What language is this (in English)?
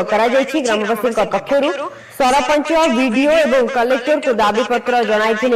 Odia